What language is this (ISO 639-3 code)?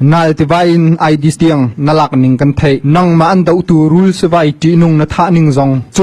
cnh